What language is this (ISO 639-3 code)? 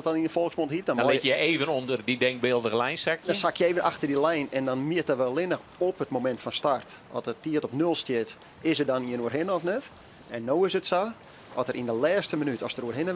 fry